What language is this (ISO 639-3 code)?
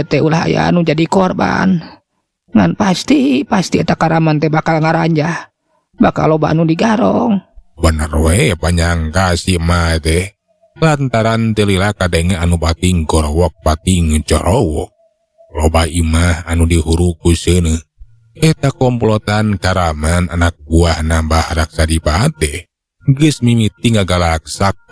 sun